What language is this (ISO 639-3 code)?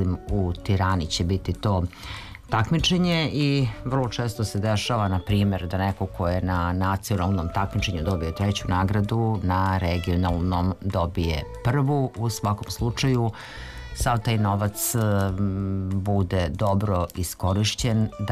srp